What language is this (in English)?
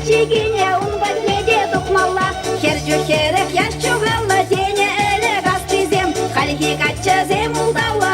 Chuvash